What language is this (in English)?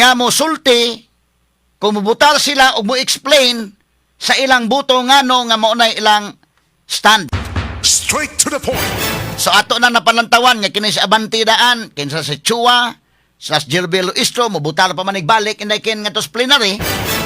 Cebuano